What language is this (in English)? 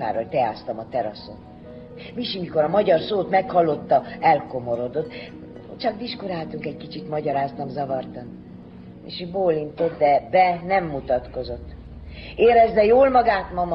Hungarian